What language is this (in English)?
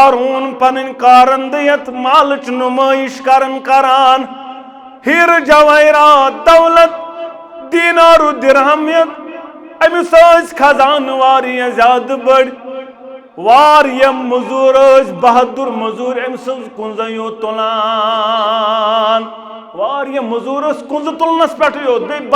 Kashmiri